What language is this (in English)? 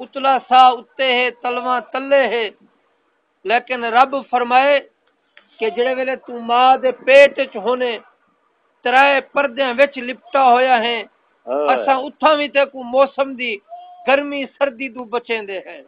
Saraiki